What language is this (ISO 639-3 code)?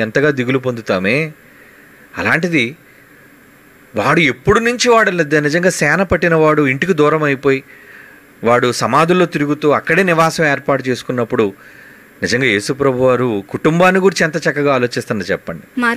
tel